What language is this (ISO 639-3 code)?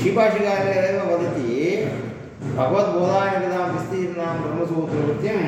san